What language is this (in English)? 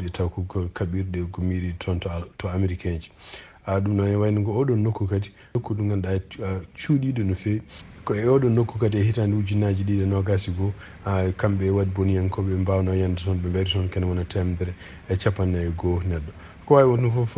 Fula